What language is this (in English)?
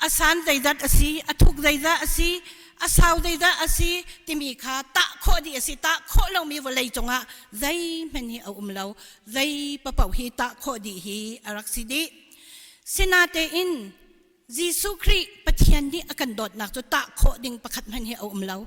Hakha Chin